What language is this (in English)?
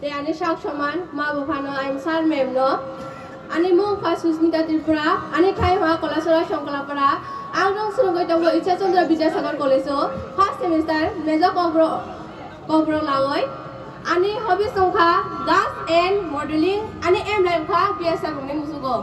Kok Borok